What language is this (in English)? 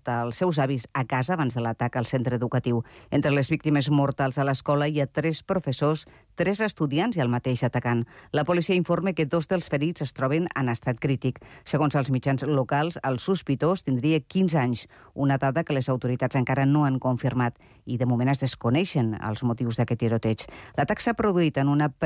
Catalan